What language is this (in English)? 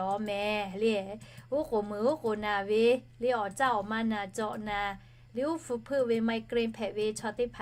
Lahu